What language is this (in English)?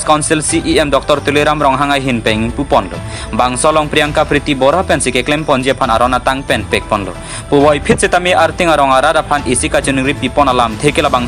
Karbi